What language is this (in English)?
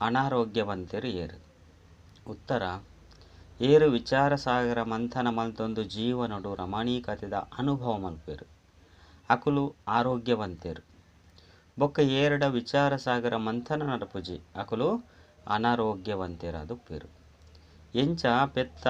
Tulu